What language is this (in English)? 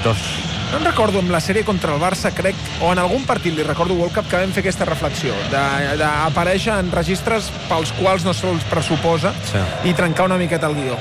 Catalan